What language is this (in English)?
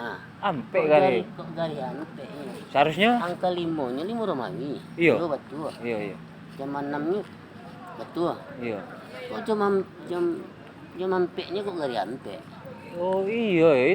Minangkabau